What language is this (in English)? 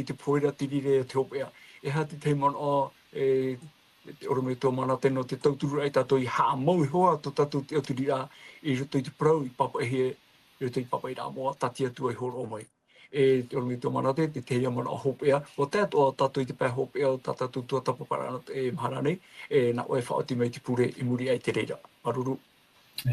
Tahitian